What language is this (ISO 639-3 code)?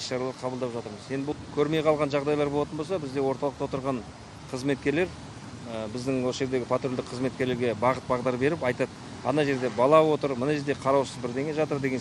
kaz